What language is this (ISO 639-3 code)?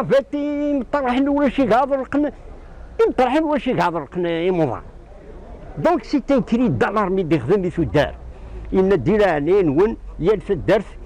kab